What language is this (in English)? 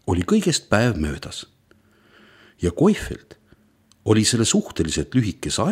Estonian